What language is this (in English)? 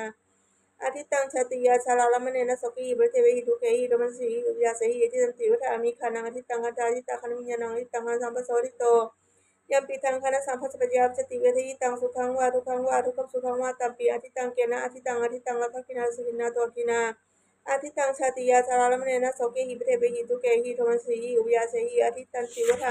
Pali